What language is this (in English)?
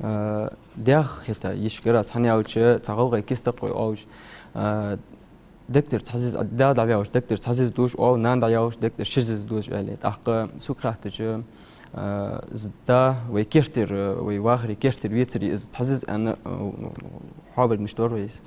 Ingush